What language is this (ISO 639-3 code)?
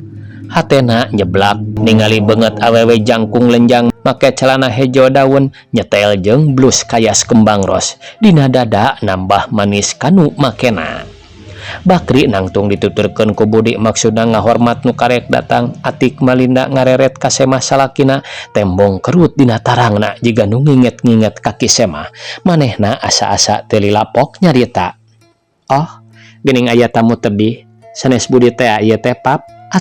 sun